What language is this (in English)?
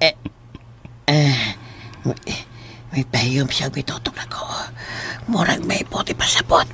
Cebuano